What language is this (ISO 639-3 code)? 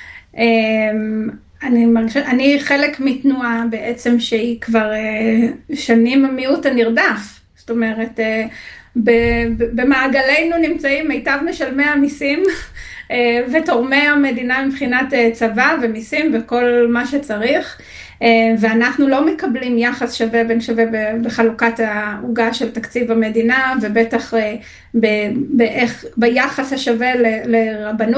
heb